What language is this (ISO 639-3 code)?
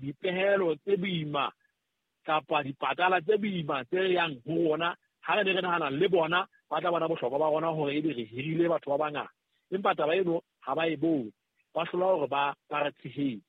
sot